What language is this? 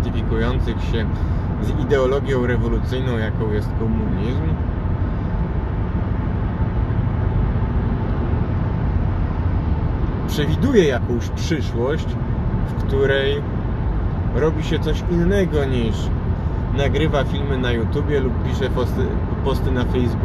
Polish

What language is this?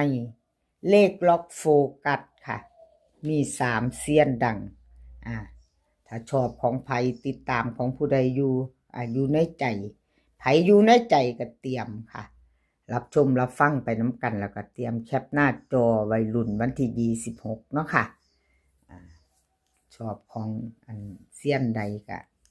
Northeastern Thai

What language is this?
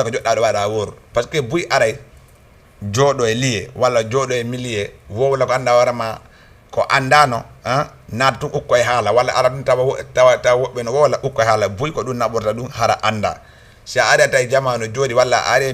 Fula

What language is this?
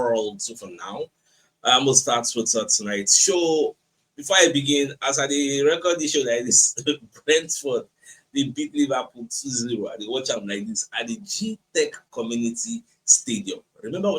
Nigerian Pidgin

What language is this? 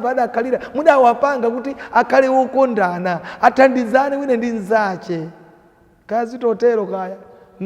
Nyanja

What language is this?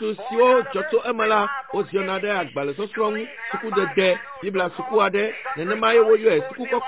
Ewe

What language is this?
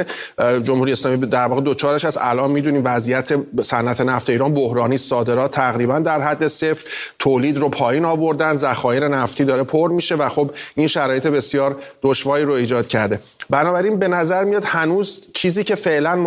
Persian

